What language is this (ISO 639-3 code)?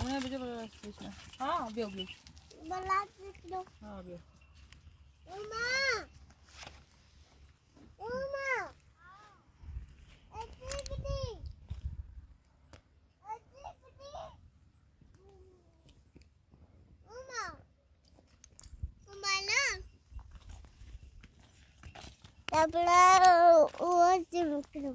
fas